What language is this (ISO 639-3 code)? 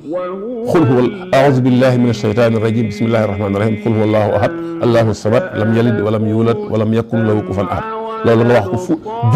wol